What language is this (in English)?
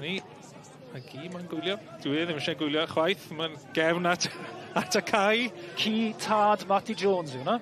Welsh